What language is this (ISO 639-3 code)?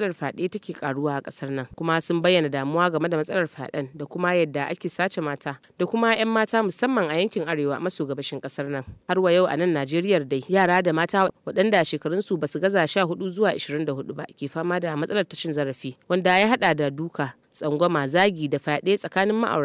hau